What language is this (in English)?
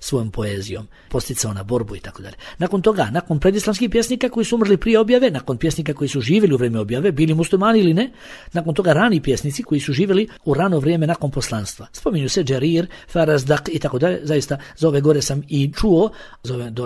Bosnian